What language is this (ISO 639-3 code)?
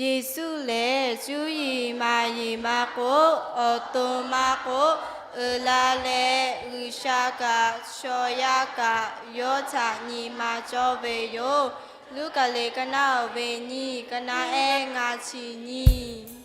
lhu